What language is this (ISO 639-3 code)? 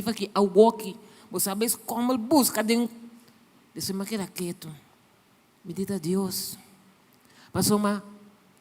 pap